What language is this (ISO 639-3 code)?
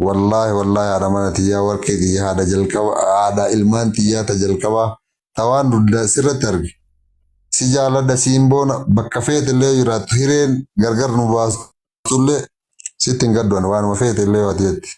orm